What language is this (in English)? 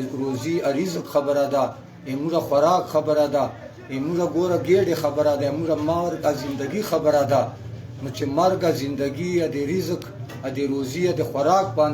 Pashto